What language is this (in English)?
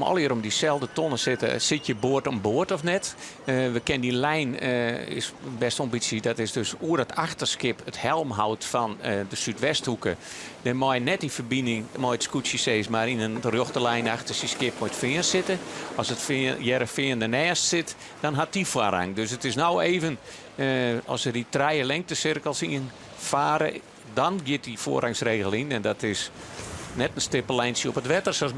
Western Frisian